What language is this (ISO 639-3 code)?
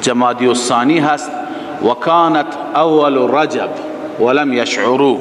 fas